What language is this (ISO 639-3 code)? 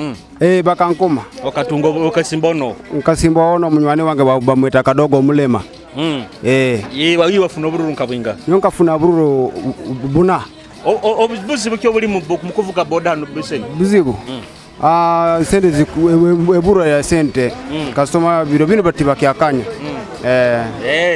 nyo